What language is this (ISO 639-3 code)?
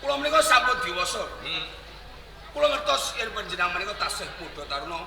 jav